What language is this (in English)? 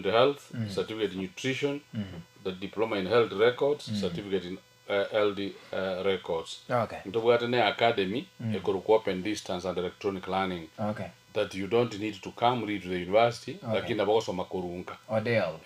Gusii